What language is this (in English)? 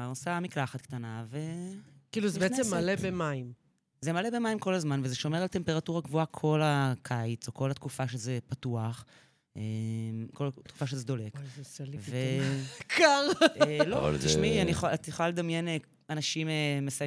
Hebrew